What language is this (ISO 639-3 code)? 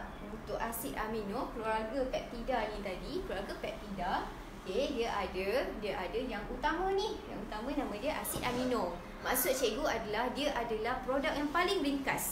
msa